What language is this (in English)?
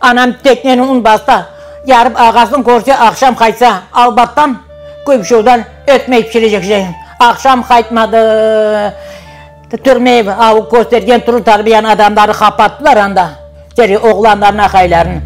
Crimean Tatar